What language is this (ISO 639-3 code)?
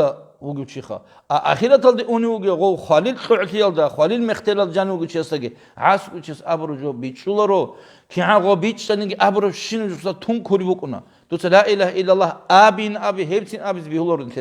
ava